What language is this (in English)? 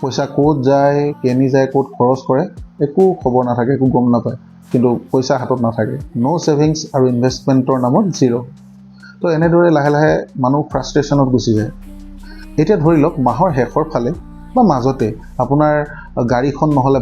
Assamese